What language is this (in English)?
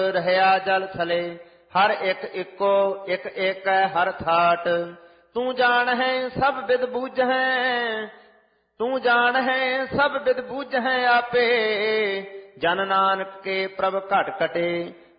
Punjabi